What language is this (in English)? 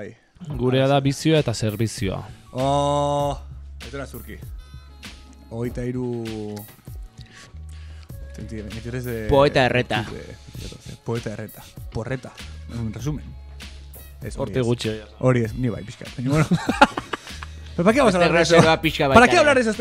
Basque